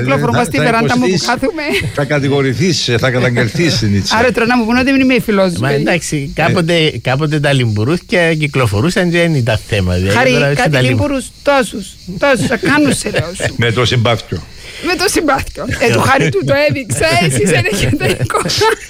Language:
Greek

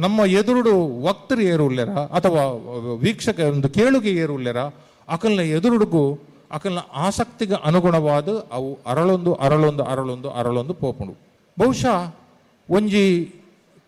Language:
Tulu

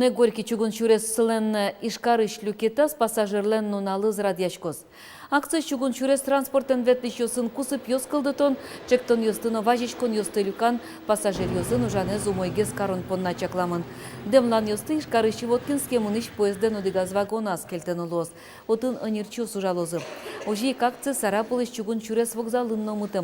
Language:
Udmurt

